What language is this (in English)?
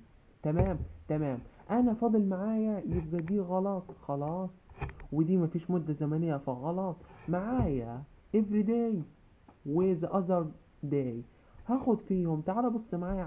Egyptian Arabic